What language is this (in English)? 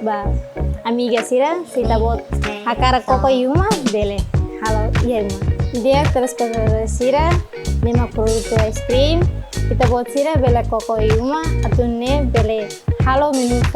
Tetum